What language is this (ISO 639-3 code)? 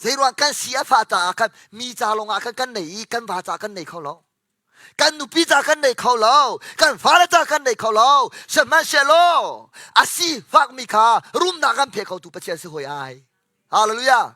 cnh